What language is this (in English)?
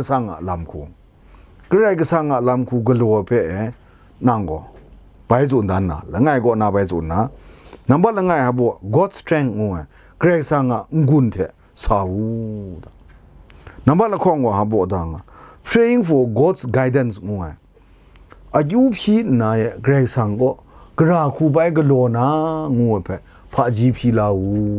Kachin